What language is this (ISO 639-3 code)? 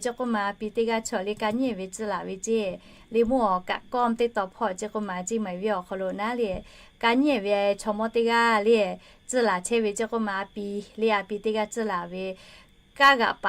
lhu